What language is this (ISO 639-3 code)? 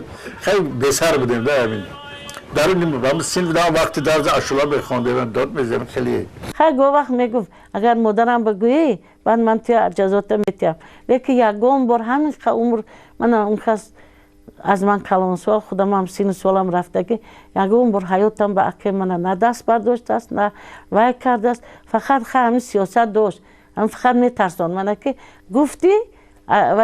tgk